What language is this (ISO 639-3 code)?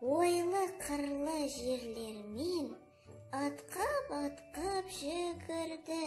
kaz